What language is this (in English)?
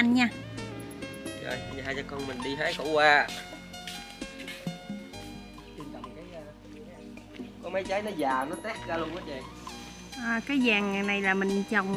Vietnamese